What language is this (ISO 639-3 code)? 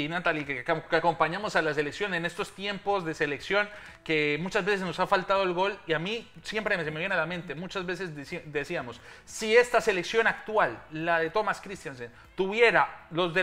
spa